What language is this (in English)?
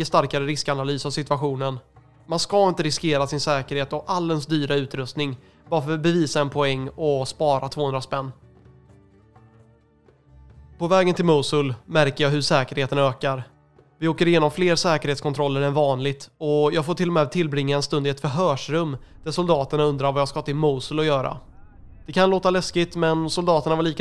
Swedish